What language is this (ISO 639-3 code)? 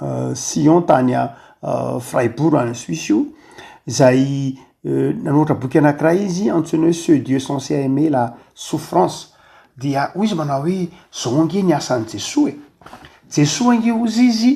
mlg